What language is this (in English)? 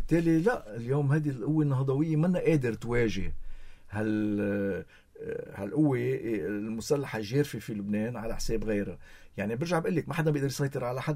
North Levantine Arabic